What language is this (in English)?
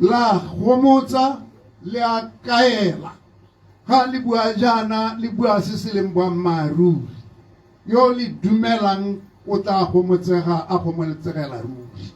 Tswana